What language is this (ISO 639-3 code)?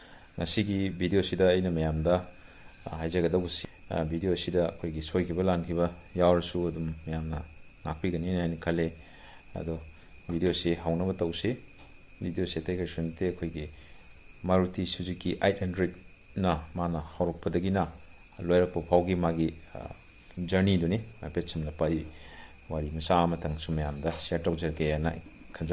mni